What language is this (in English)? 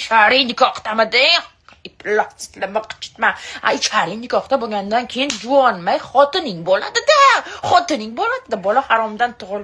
Uzbek